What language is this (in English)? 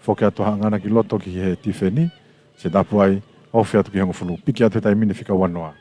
Tongan